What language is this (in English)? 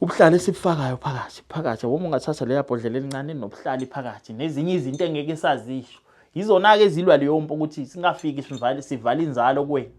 Zulu